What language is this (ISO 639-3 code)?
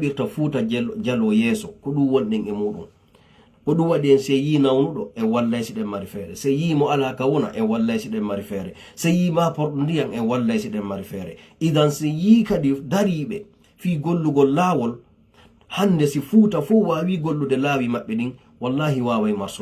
ful